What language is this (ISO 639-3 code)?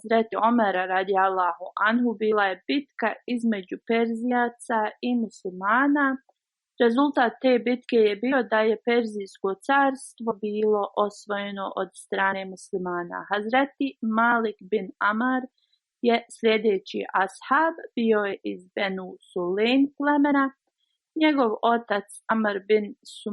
bos